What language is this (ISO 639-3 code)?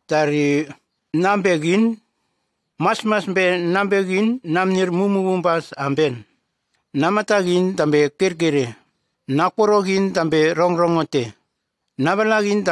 tgs